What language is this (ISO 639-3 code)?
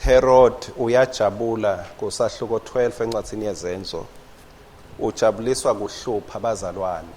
ssw